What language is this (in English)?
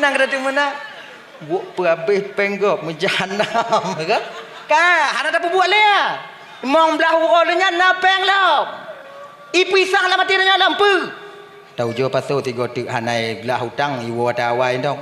Achinese